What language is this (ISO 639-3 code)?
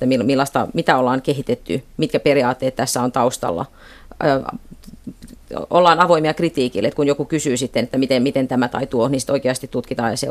fin